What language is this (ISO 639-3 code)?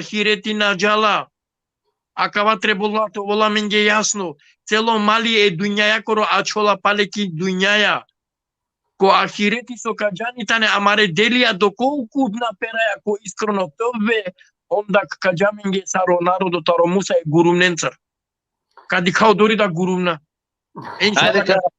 rmn